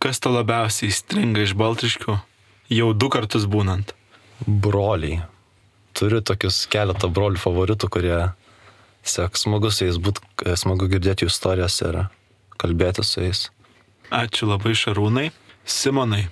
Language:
Lithuanian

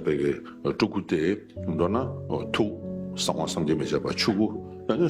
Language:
Tibetan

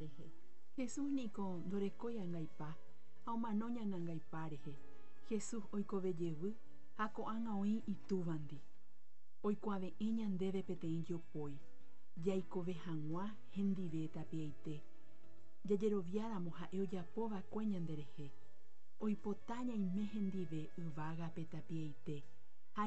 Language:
Guarani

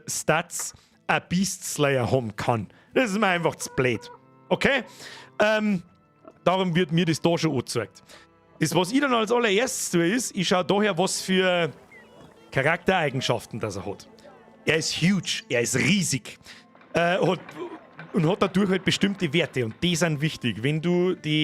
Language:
Bavarian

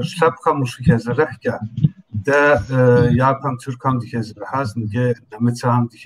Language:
Kabardian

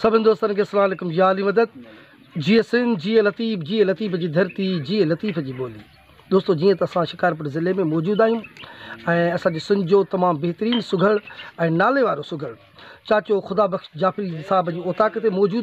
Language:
Sindhi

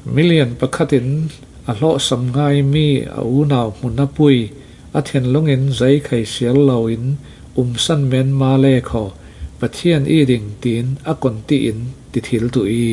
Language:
Falam Chin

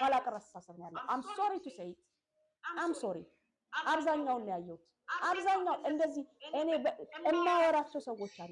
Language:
Amharic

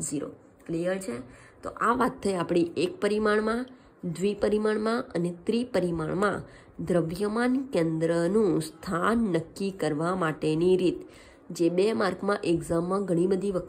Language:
Gujarati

